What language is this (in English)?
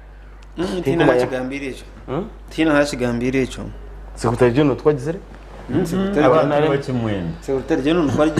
Nyankole